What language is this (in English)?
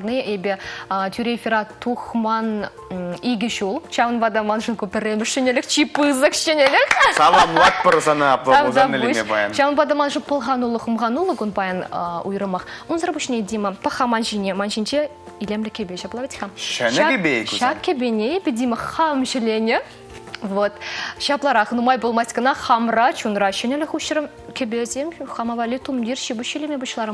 Chuvash